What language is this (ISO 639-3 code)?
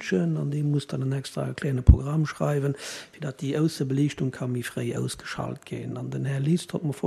ltz